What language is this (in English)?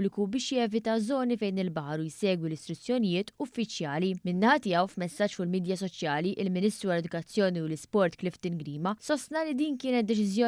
Maltese